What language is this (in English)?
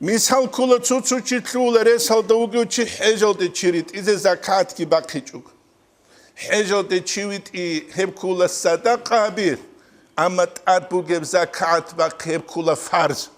Avaric